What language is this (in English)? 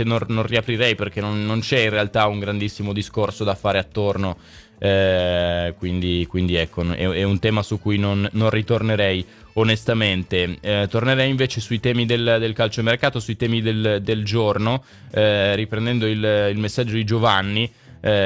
Italian